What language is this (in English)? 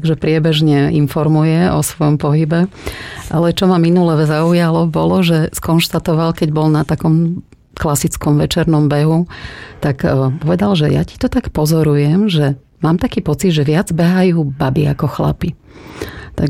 Slovak